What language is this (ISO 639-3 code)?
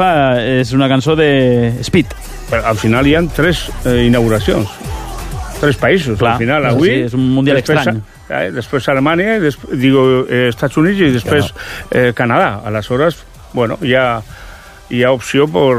cat